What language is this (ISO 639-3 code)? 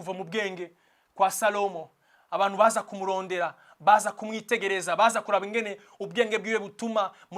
run